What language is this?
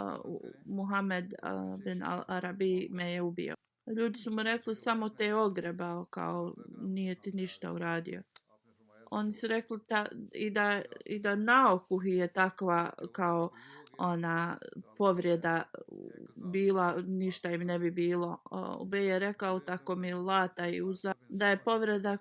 Bosnian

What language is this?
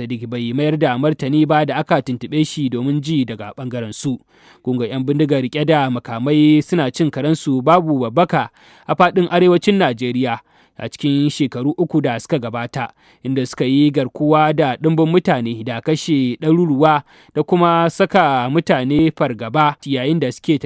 Hausa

